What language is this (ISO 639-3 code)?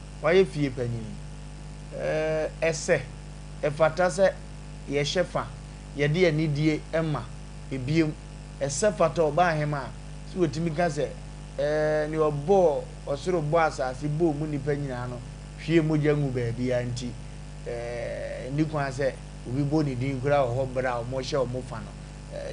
aka